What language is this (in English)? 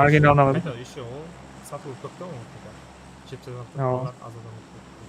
Kara-Kalpak